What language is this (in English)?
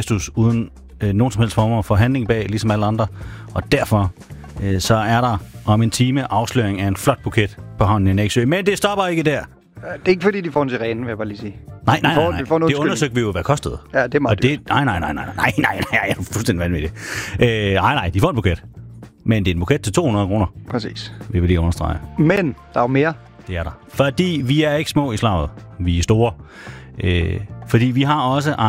Danish